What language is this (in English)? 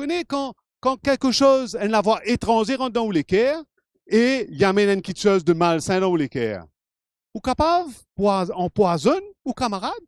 Morisyen